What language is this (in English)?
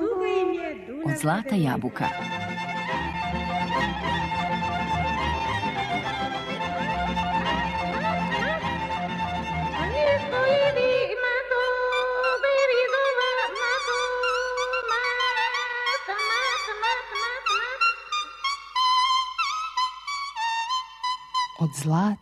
Serbian